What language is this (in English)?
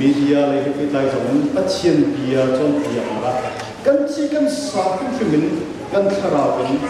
Hakha Chin